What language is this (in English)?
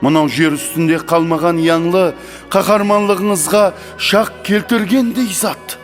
Kara-Kalpak